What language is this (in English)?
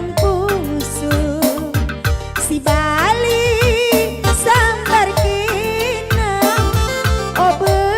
Batak Karo